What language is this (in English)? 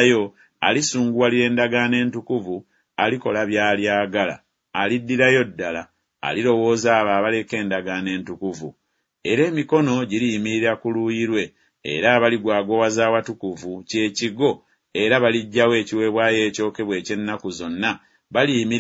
Ganda